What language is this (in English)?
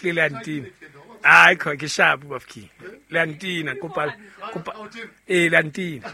Southern Sotho